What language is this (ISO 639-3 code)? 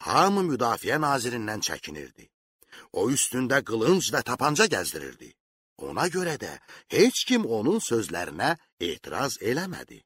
aze